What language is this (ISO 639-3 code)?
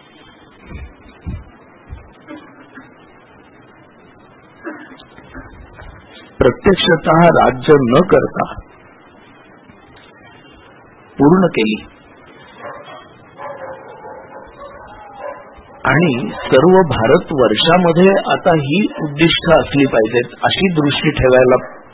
mar